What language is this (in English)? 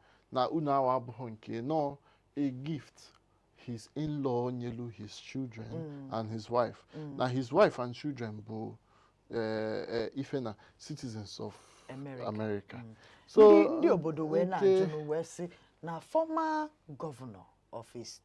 Igbo